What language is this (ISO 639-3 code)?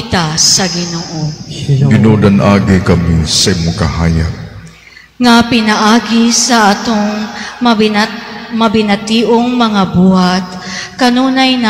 ceb